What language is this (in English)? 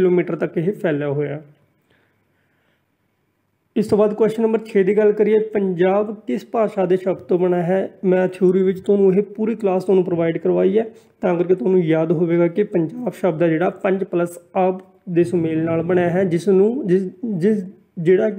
Punjabi